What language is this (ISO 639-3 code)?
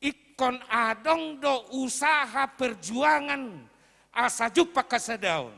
bbc